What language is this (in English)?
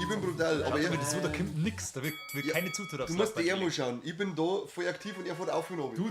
Bavarian